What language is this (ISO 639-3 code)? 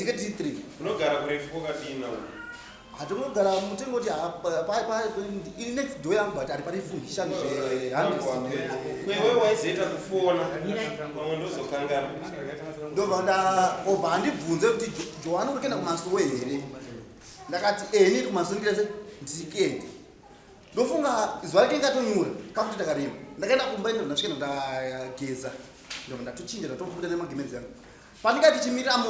sna